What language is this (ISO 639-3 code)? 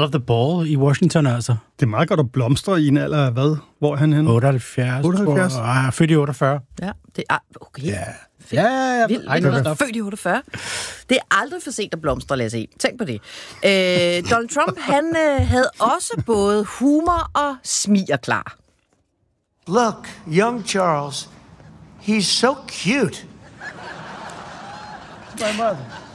dan